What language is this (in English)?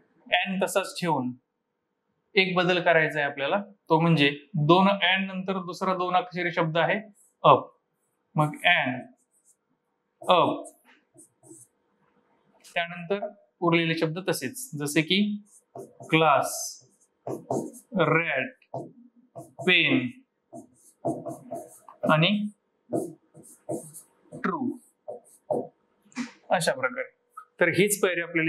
Marathi